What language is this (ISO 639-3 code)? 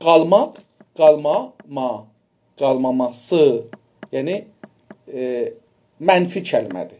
azb